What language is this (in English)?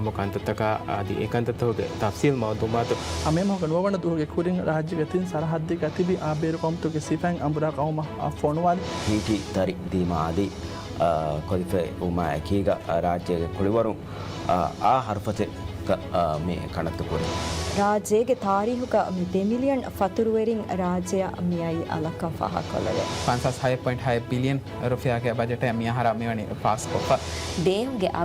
Divehi